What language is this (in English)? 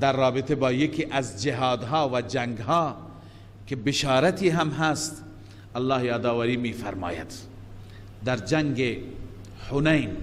Persian